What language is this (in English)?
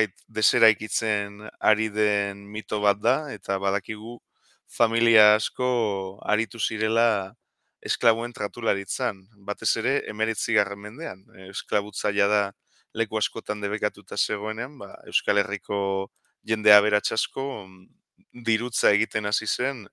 Basque